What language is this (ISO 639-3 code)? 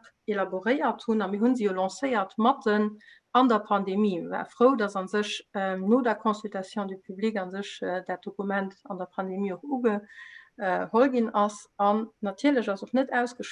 ltz